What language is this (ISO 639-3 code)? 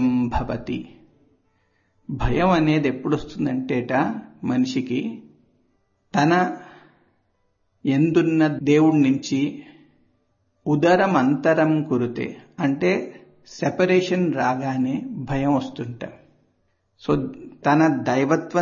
tel